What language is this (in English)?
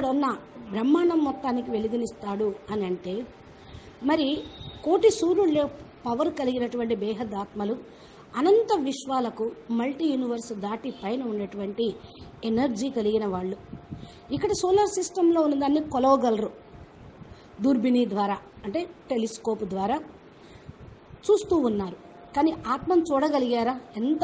Telugu